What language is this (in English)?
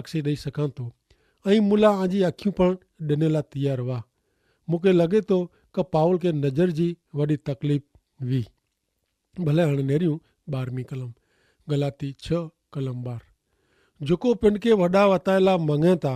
Kachhi